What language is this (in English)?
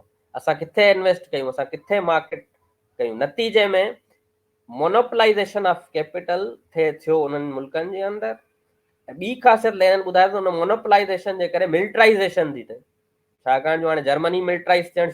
Sindhi